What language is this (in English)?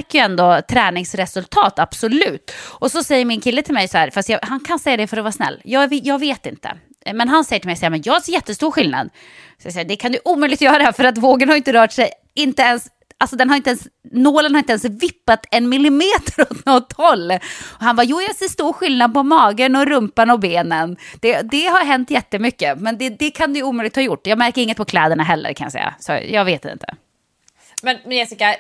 Swedish